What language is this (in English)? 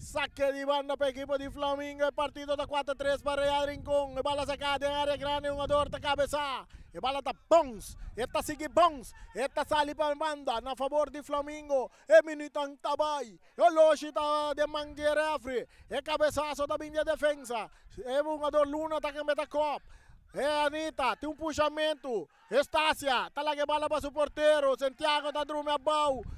Papiamento